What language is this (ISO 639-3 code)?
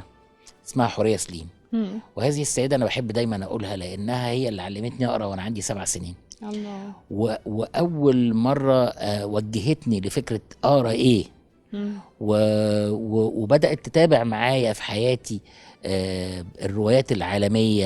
arz